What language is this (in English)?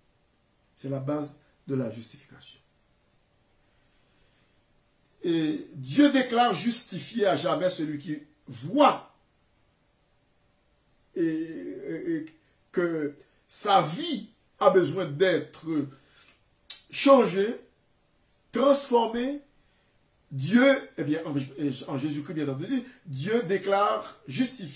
French